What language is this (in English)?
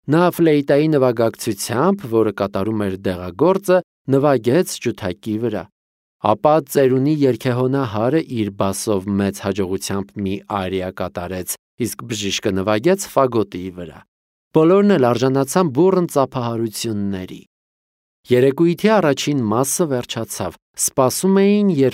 Armenian